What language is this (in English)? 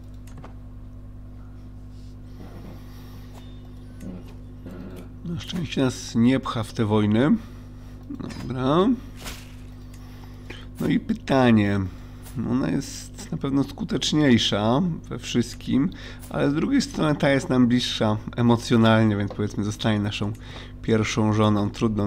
Polish